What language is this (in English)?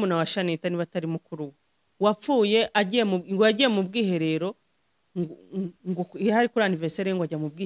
Kinyarwanda